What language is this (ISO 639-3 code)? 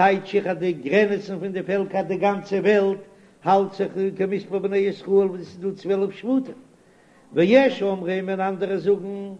yid